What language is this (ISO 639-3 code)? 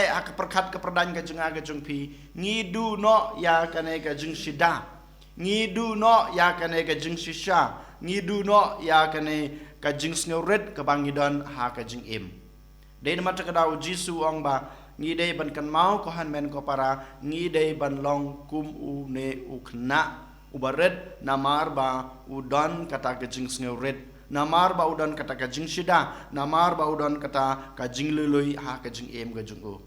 kha